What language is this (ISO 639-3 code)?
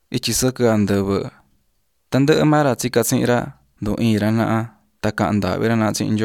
mlg